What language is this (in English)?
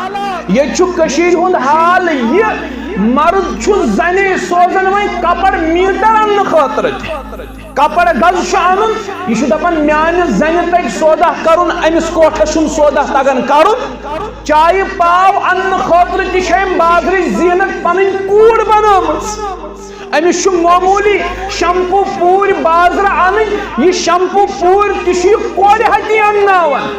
Kashmiri